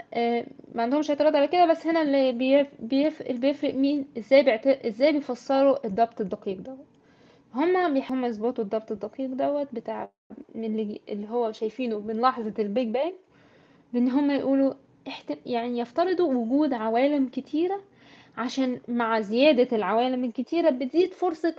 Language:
Egyptian Arabic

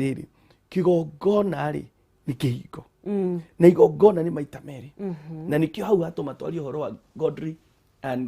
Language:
Kikuyu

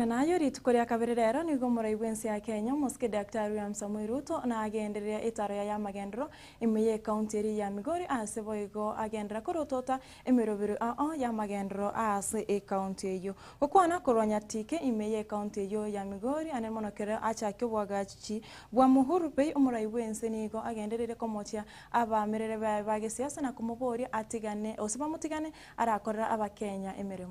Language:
Gusii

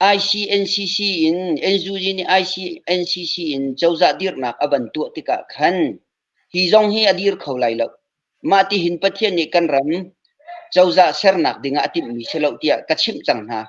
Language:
Hakha Chin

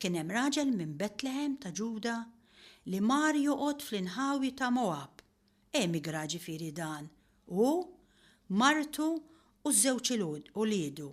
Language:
Maltese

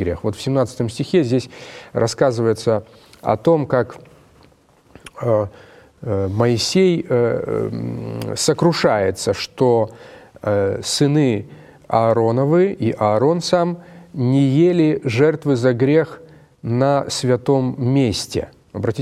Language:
Russian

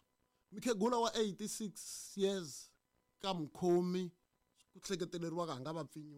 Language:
Tsonga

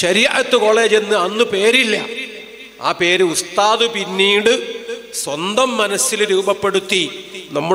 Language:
Malayalam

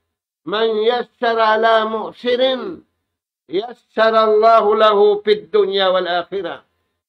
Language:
Tausug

